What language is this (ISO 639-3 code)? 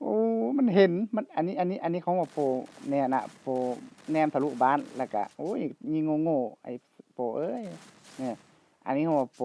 lao